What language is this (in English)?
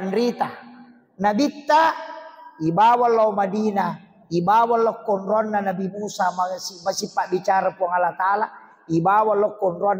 Buginese